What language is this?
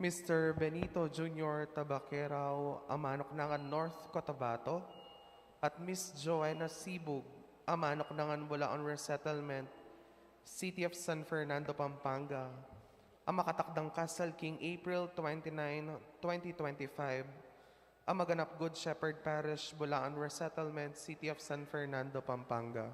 Pampanga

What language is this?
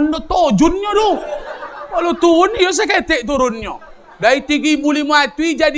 Minangkabau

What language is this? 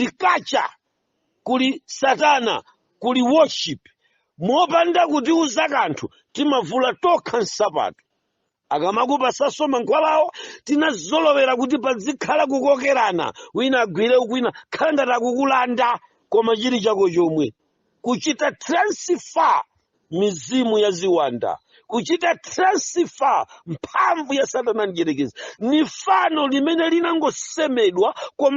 Nyanja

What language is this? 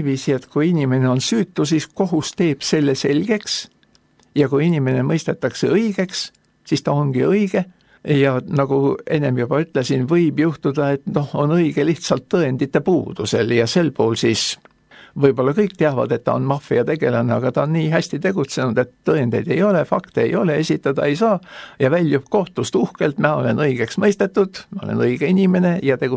Estonian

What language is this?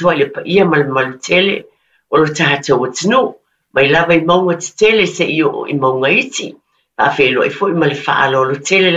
Samoan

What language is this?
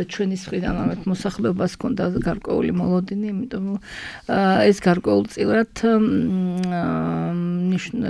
Georgian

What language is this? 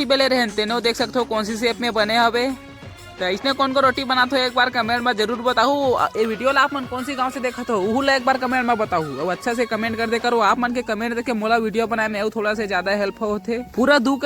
Chhattisgarhi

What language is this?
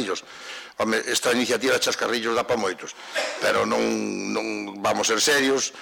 Galician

